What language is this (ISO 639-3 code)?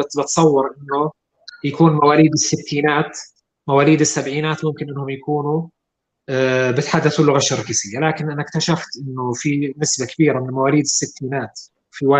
apc